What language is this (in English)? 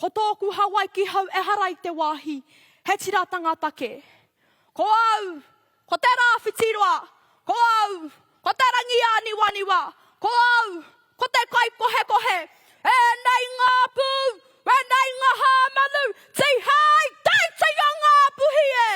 Māori